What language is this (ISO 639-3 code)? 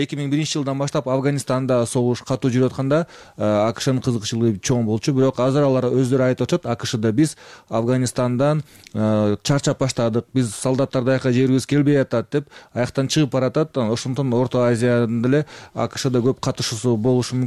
kir